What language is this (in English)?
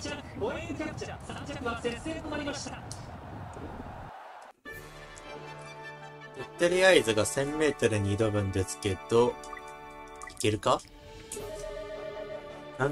Japanese